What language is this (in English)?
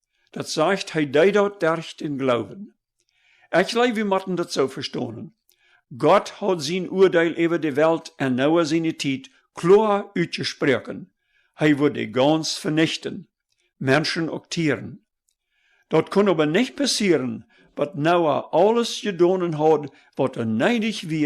Plautdietsch